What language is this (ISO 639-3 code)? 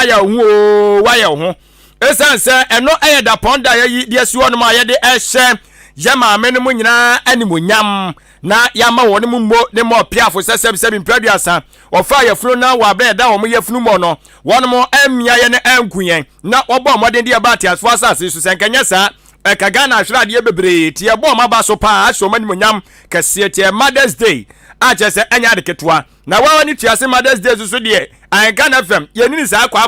aka